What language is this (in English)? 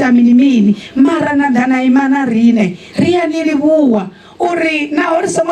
Venda